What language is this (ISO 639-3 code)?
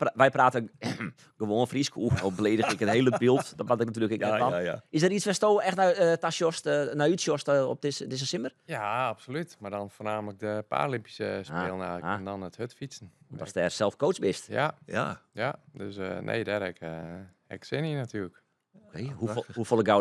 fry